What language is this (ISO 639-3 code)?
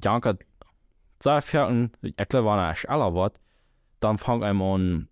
pdt